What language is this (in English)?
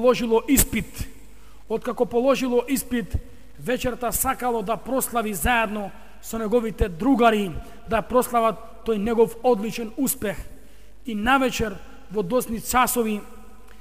Macedonian